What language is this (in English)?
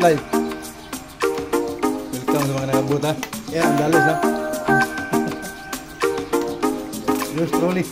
Cebuano